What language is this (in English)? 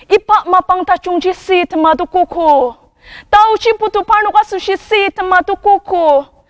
Ao Naga